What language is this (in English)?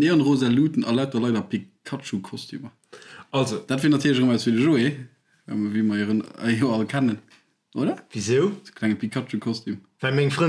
Luxembourgish